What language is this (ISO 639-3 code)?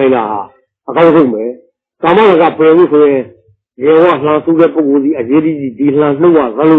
mya